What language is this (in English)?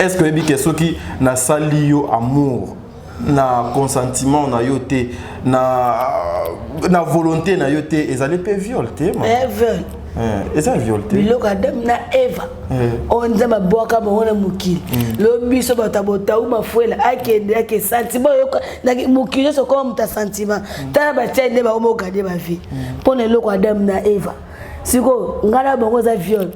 Lingala